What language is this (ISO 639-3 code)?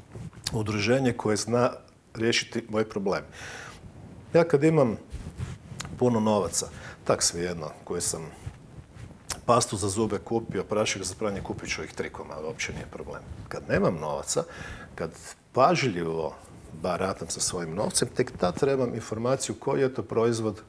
hrv